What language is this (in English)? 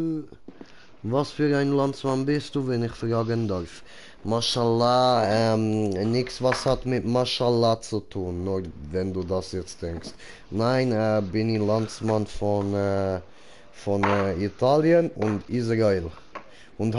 Swiss German